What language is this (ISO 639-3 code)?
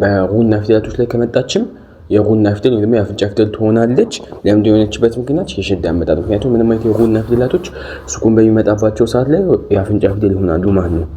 amh